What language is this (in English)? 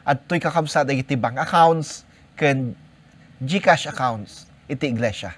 Iloko